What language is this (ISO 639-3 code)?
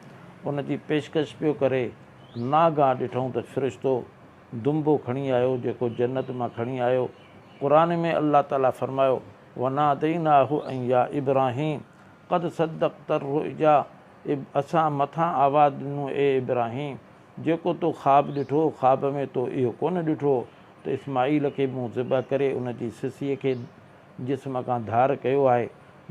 snd